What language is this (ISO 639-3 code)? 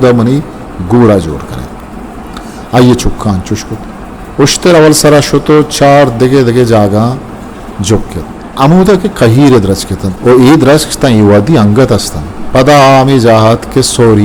bgp